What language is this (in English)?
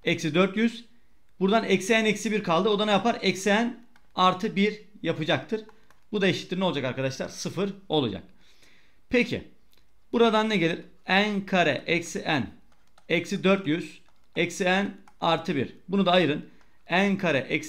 Turkish